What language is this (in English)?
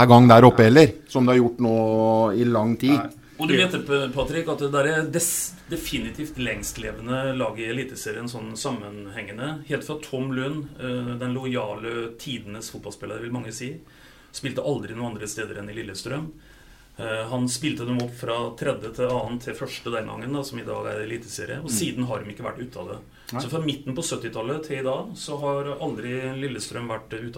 Norwegian